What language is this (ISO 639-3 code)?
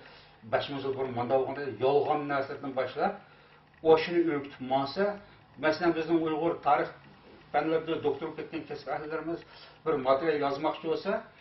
uig